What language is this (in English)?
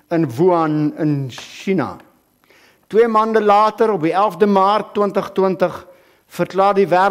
Afrikaans